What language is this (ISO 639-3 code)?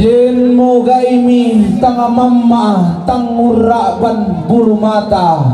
sda